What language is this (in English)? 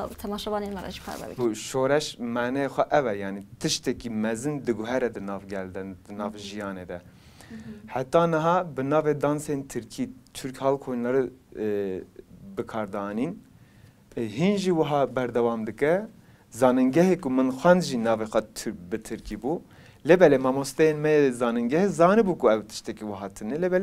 Kurdish